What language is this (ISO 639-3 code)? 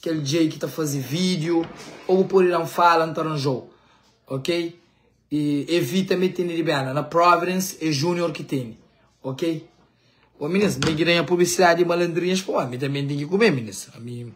kea